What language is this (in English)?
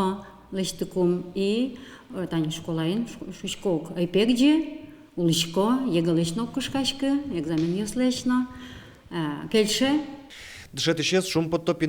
Udmurt